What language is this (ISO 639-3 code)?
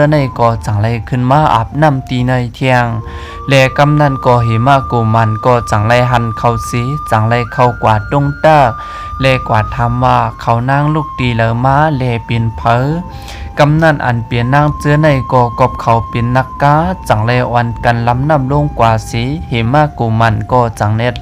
shn